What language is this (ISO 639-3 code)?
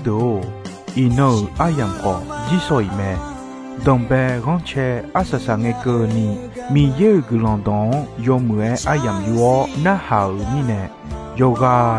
ahk